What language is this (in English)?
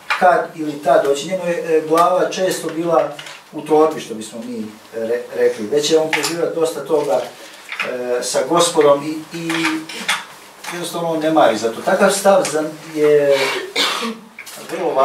Croatian